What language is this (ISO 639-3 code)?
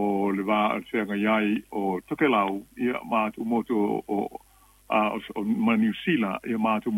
smo